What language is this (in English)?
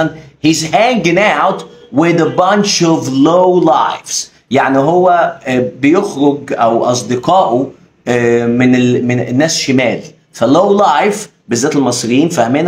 Egyptian Arabic